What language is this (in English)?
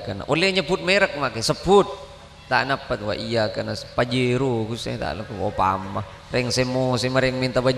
Madurese